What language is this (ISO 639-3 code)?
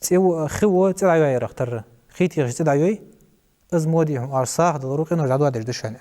inh